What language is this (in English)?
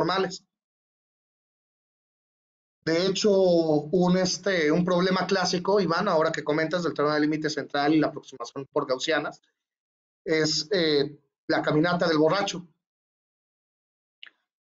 Spanish